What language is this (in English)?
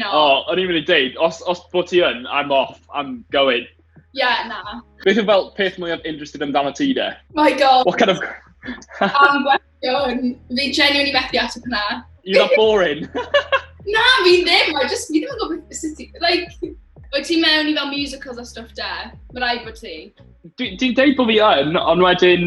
Welsh